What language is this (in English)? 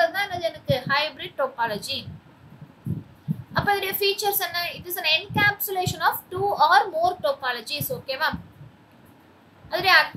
Tamil